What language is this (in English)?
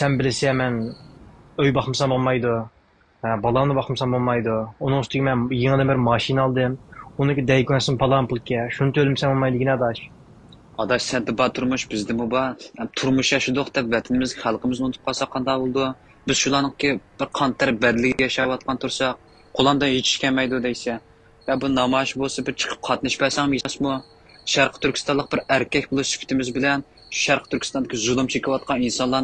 Uyghur